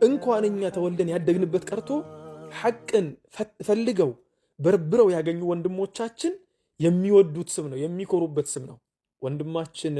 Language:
Amharic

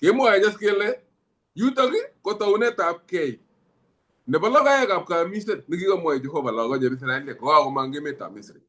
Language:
Kalenjin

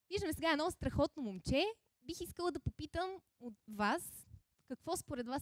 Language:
Bulgarian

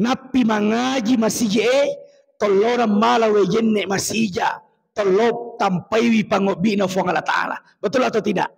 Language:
Buginese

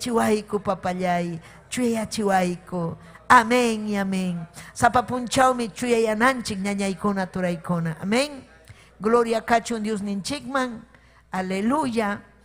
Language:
Ayacucho Quechua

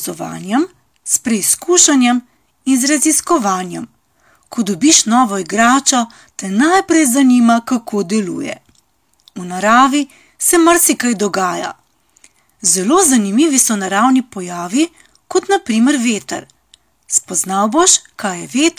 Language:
Slovenian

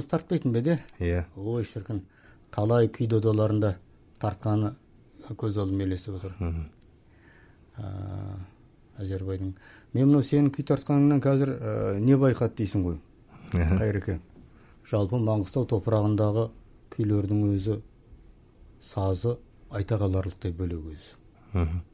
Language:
Kazakh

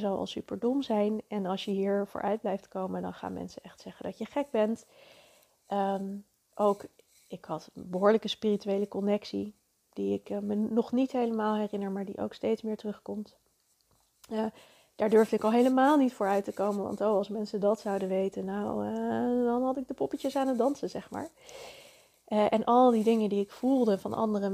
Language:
Dutch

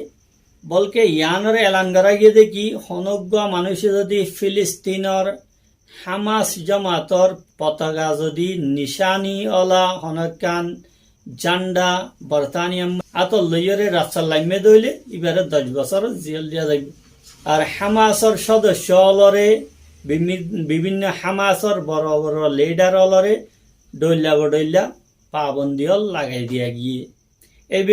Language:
Rohingya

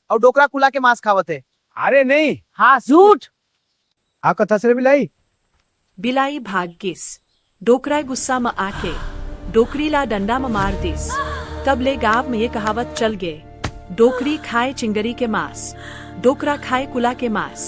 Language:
Chhattisgarhi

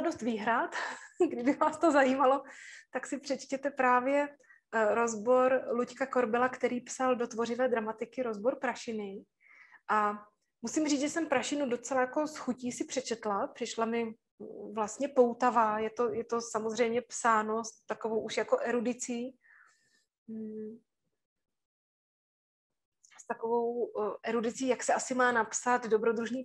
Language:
Czech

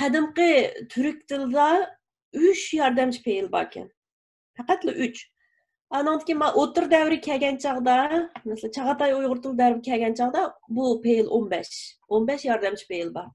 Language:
Uyghur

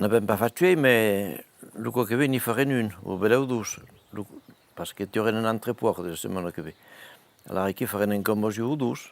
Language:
Occitan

